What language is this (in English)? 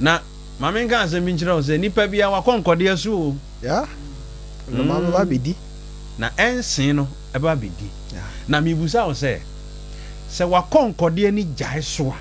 Akan